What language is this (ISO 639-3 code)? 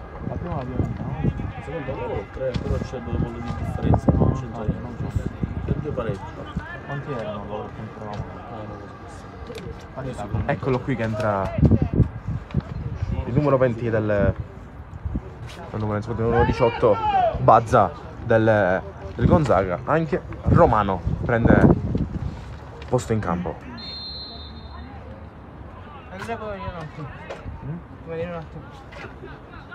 ita